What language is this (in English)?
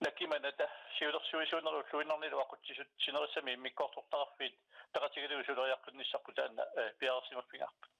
Kalaallisut